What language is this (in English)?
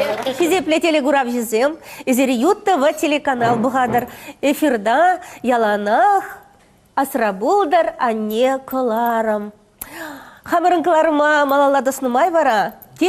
Chuvash